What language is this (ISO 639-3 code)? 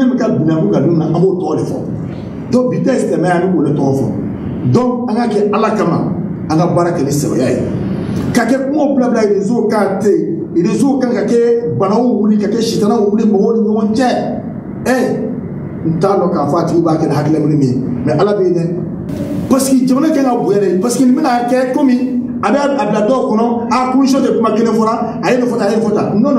bam